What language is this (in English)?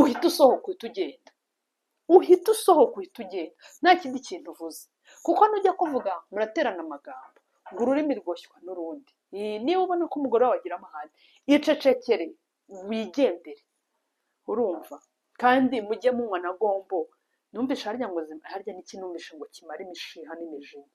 Kinyarwanda